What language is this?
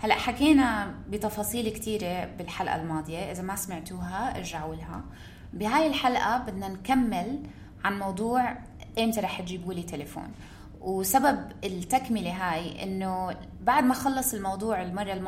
North Levantine Arabic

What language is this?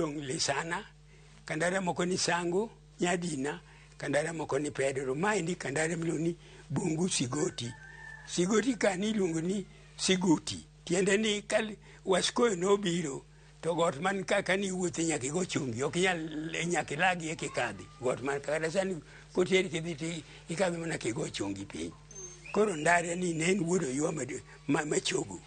Luo (Kenya and Tanzania)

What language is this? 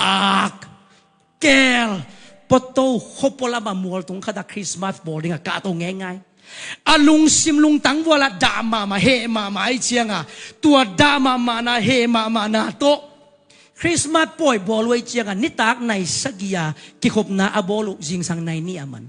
Tedim Chin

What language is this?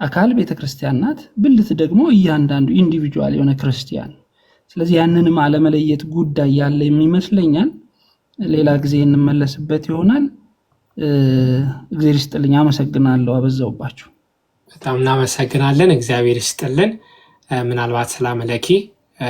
Amharic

